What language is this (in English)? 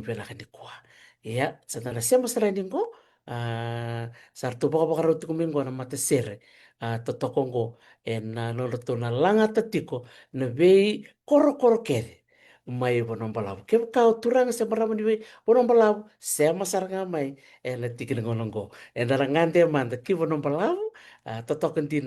Fijian